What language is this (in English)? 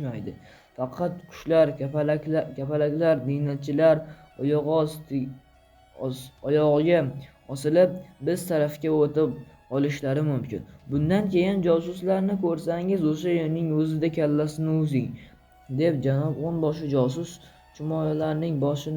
Uzbek